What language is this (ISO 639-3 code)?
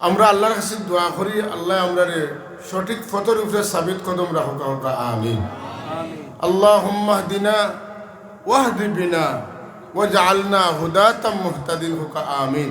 syl